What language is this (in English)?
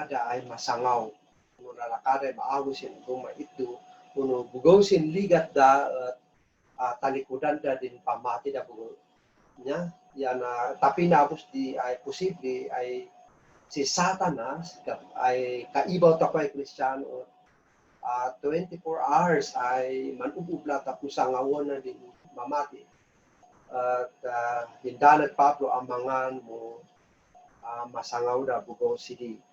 Kankanaey